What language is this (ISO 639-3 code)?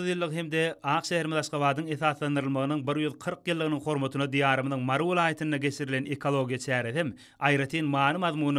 tuk